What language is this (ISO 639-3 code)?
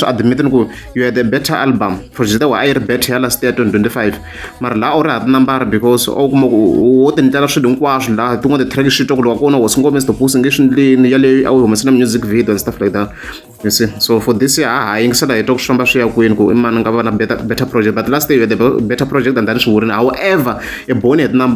tso